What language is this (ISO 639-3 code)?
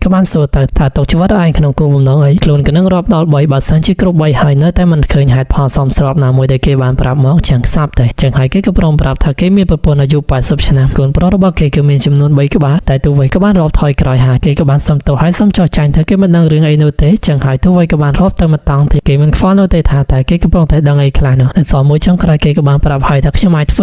khm